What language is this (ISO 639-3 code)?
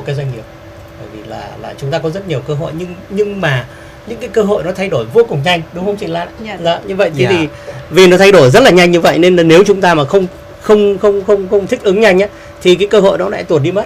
vie